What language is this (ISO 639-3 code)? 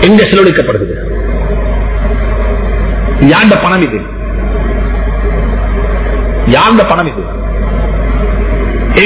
tam